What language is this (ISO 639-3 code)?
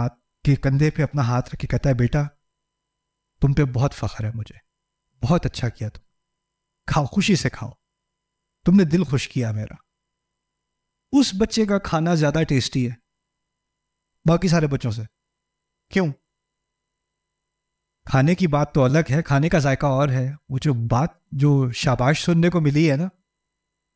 urd